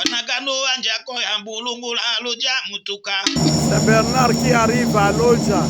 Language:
Tetela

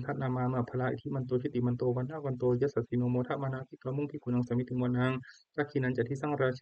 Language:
Pali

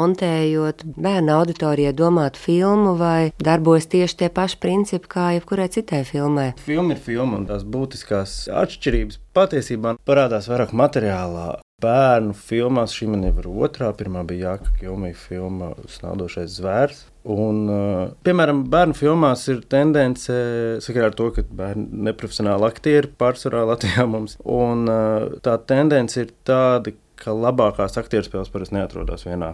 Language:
Latvian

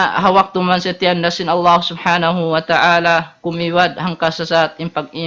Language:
Tausug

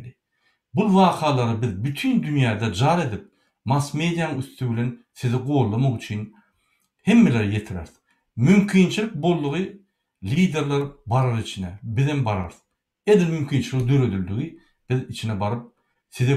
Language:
Turkmen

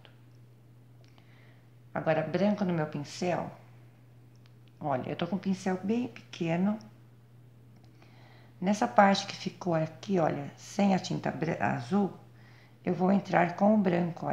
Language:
Portuguese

